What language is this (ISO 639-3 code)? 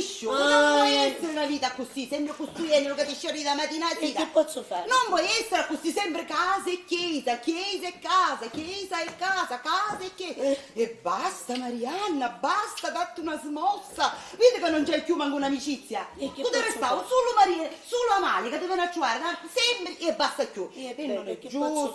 scn